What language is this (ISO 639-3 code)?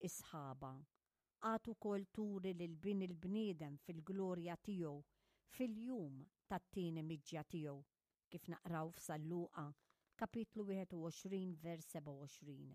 mlt